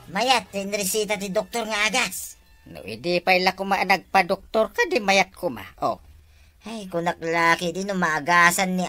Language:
Iloko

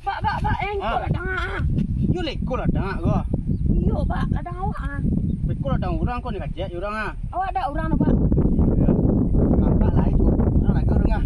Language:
Minangkabau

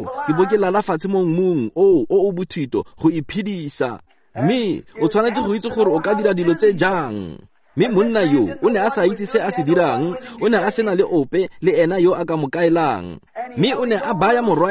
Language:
Tswana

